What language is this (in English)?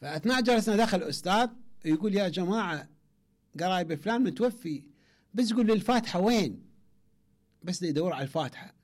Mesopotamian Arabic